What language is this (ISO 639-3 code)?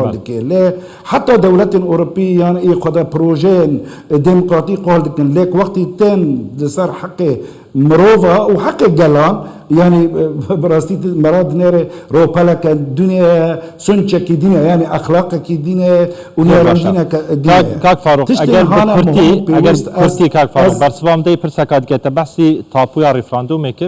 kur